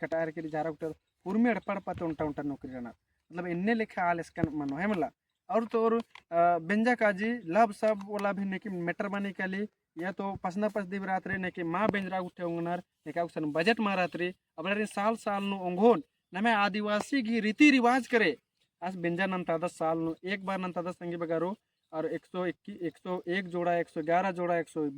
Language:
Kurukh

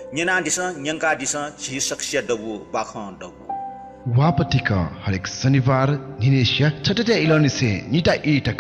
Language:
Newari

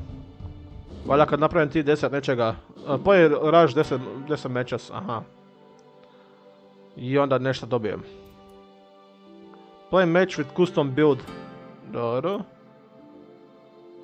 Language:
Croatian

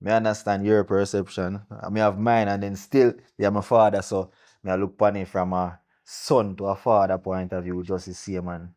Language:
Jamaican Creole English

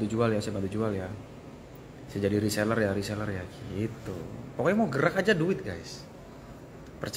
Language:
Indonesian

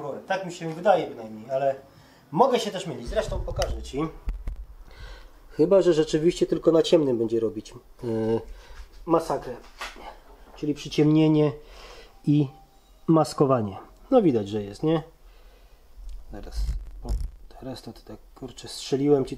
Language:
Polish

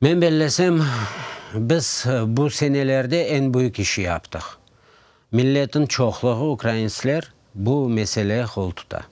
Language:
Crimean Tatar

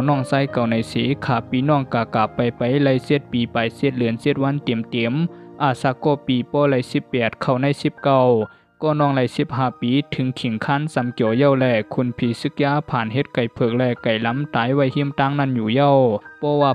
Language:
Shan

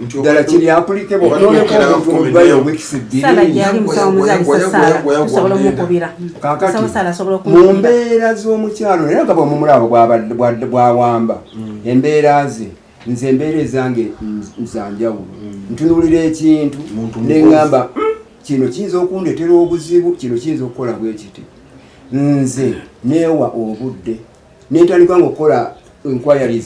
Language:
Ganda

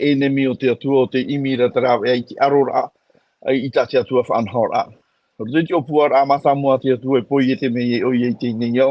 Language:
Tahitian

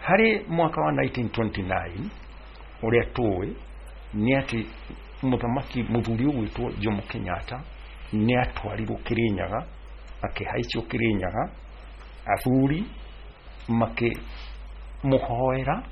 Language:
Kikuyu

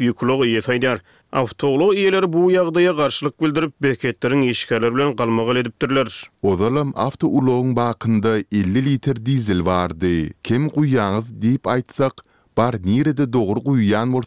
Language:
Turkmen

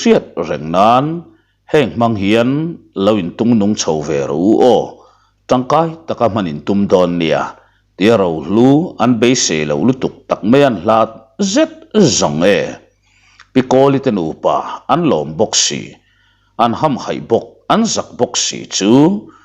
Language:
Mizo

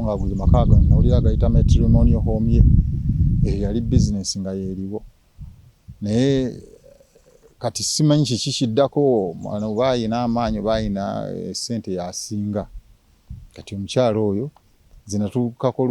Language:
Ganda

